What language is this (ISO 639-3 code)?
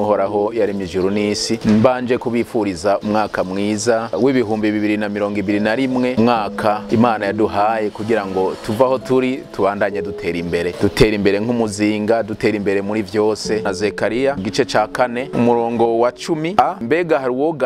run